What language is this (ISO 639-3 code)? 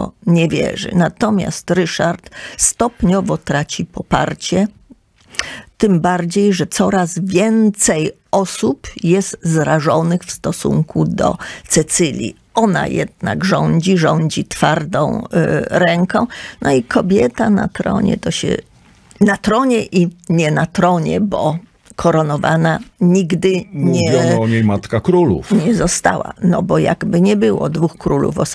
pol